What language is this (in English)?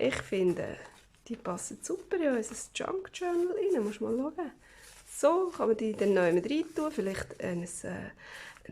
Swiss German